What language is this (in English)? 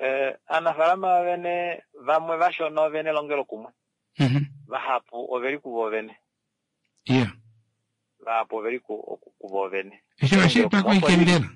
Kuanyama